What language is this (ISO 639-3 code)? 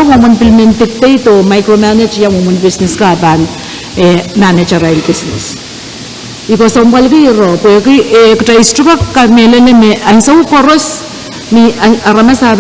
pon